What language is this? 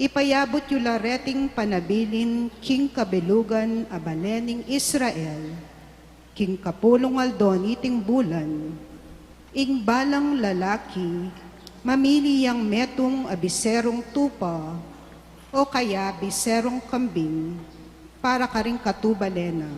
Pampanga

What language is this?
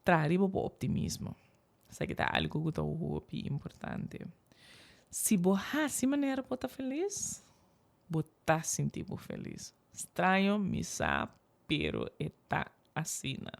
Papiamento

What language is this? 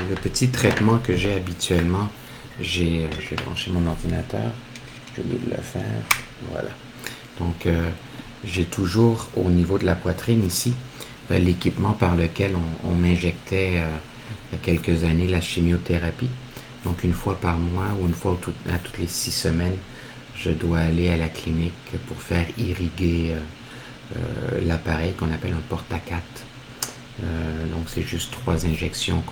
French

